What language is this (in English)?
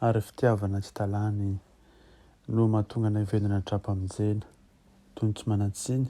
Malagasy